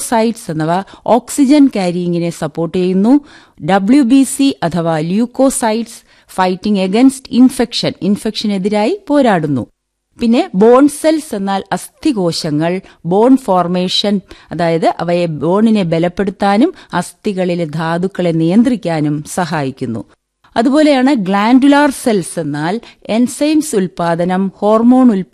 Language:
Malayalam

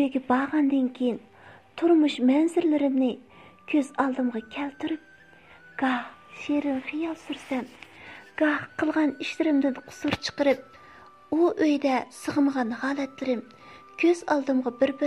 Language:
Uyghur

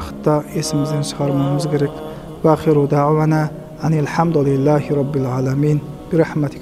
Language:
Kazakh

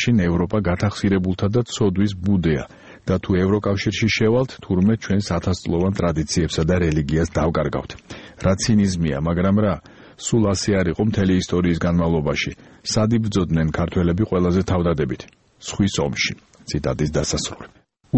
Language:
Georgian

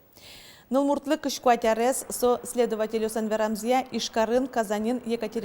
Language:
Udmurt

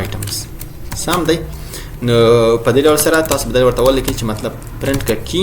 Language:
Pashto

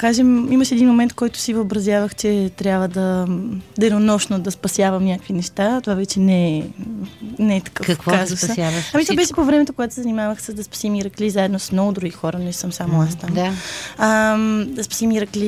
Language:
Bulgarian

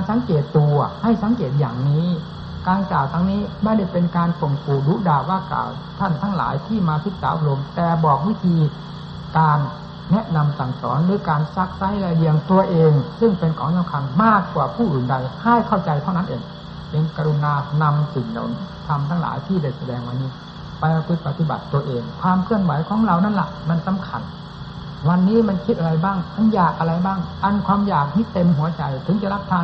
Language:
Thai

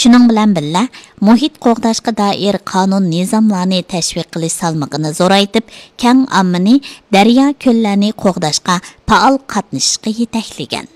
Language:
Uyghur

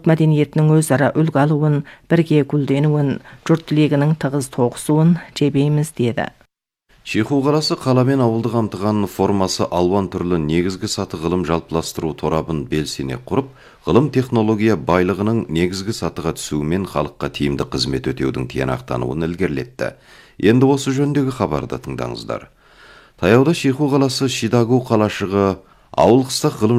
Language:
Kazakh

